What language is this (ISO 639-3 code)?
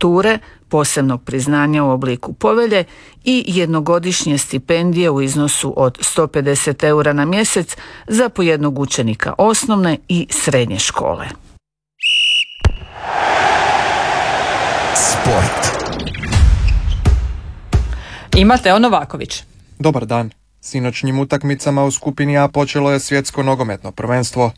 hrv